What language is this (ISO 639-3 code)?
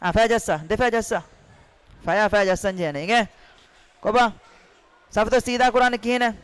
div